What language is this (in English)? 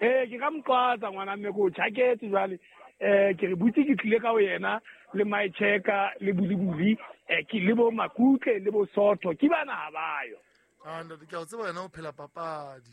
Southern Sotho